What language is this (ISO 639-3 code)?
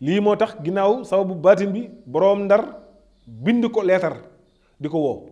wol